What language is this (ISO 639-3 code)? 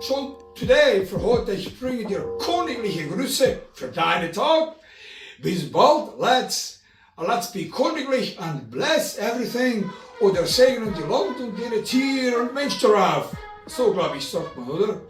gsw